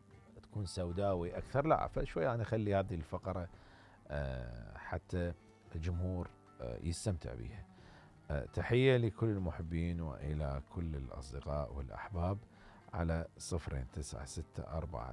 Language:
Mesopotamian Arabic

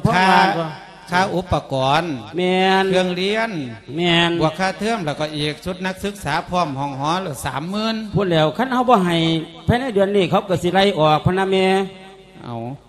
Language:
Lao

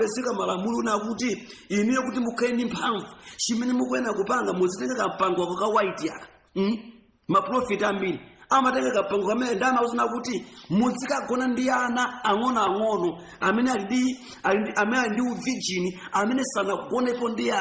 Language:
Nyanja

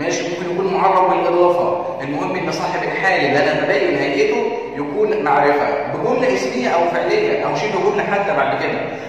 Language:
Egyptian Arabic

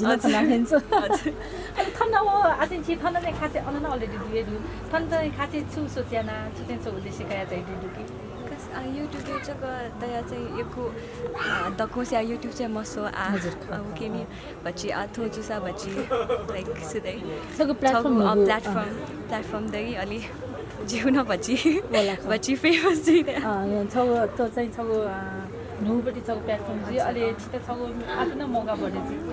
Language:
Newari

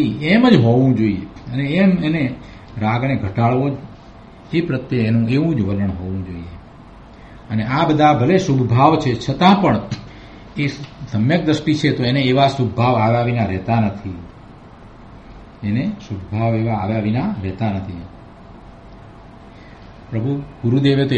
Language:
Gujarati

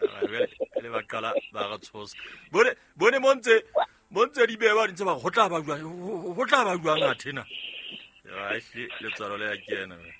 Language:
Southern Sotho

